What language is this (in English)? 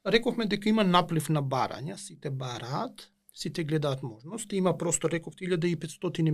Macedonian